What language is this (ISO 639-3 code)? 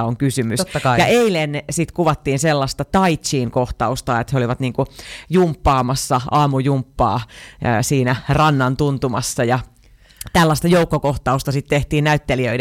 fin